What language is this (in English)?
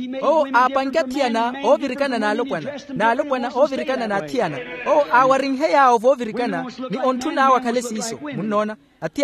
Makhuwa